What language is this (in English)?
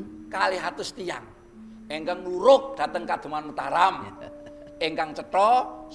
Javanese